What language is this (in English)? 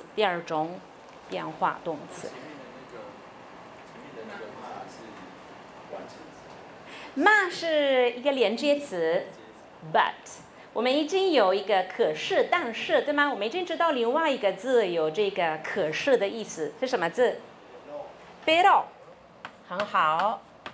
Chinese